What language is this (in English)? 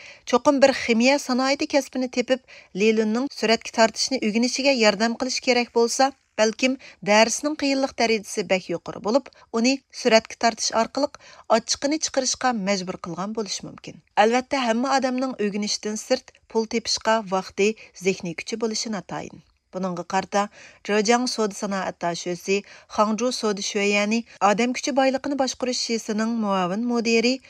Uyghur